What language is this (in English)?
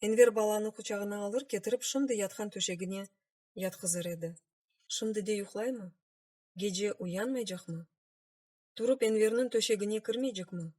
Crimean Tatar